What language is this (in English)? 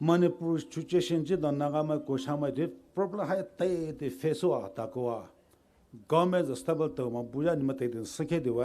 Poumei Naga